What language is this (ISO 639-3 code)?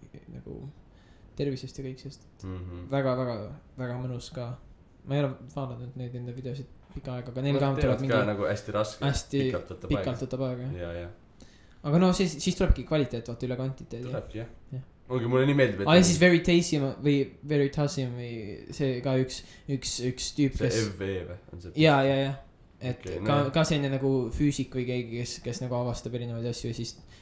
est